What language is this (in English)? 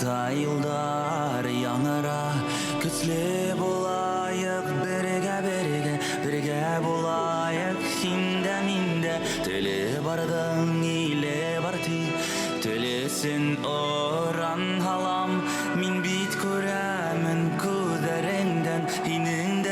Bashkir